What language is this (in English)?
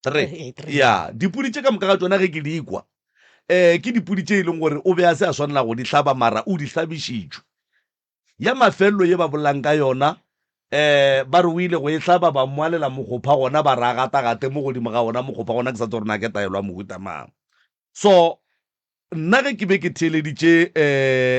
Northern Sotho